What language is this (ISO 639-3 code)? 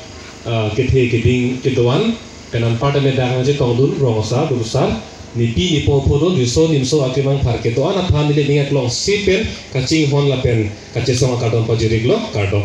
mjw